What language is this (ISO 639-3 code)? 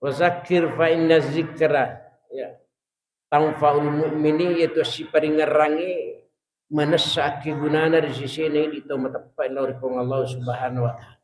bug